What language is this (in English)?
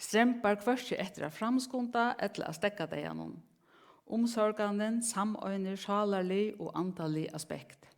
Faroese